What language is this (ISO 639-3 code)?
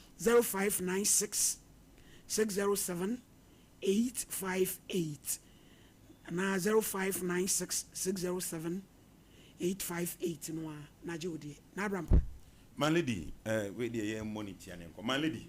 aka